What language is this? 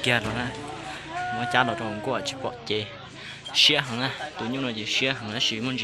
Hmong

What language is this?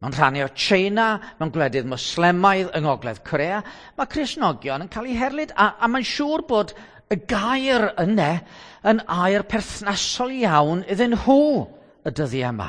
Welsh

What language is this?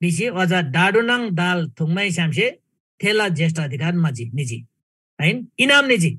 Eastern Tamang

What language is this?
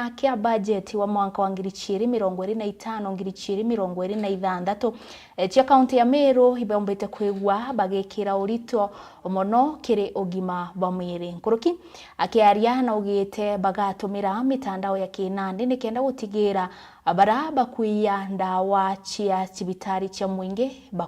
Meru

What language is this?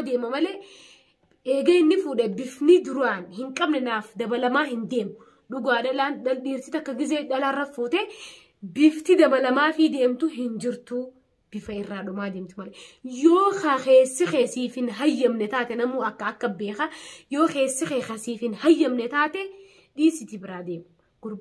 Oromo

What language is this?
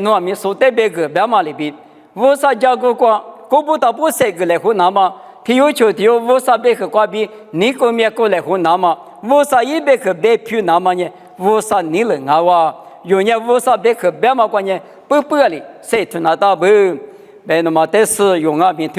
Lisu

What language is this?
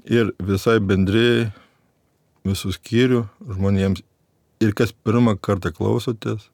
Lithuanian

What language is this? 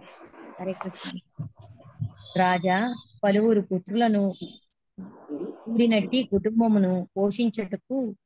Telugu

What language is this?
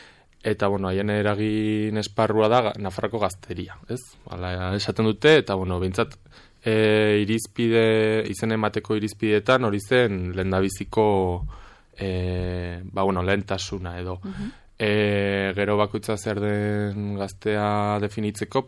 Basque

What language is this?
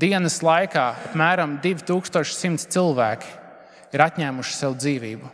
Latvian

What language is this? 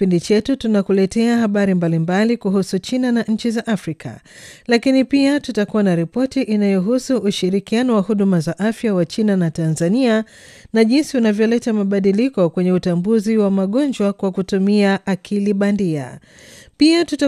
Swahili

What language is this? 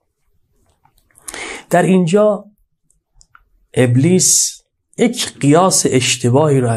Persian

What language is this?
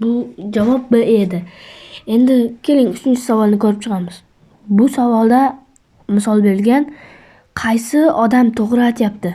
Uzbek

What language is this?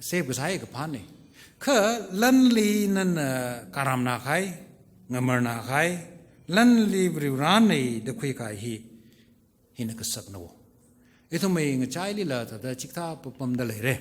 Tangkhul Naga (India)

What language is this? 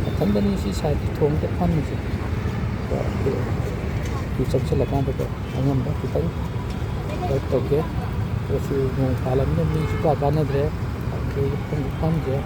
Manipuri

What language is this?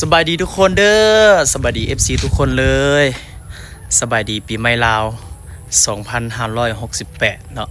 Lao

